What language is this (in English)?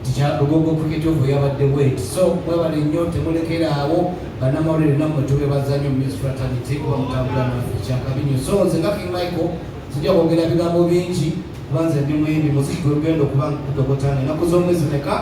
Ganda